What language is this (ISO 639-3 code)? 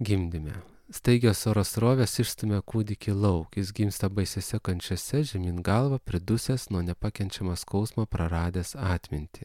lit